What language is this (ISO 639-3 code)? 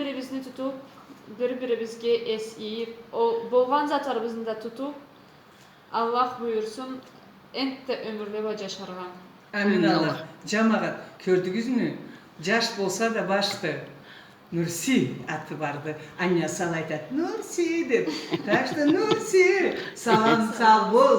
krc